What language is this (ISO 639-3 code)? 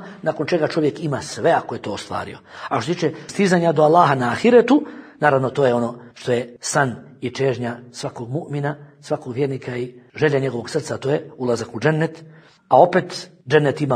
bos